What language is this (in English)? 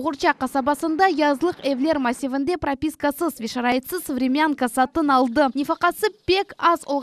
Crimean Tatar